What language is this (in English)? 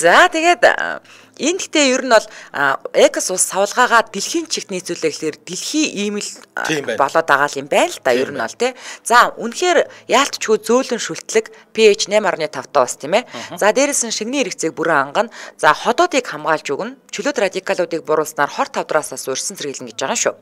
Mongolian